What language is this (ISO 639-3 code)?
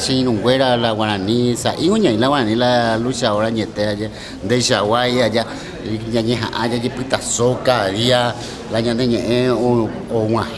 grn